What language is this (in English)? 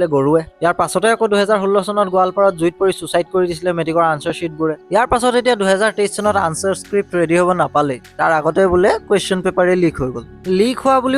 Assamese